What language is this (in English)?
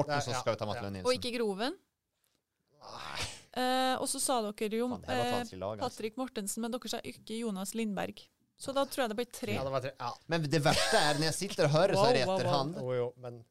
Norwegian